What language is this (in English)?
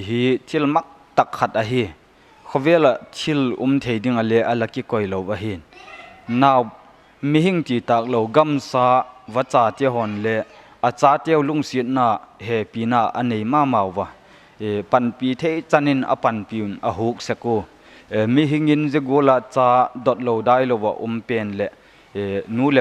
Paite Chin